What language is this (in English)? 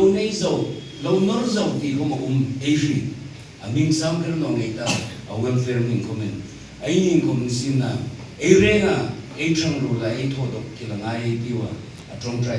Hmar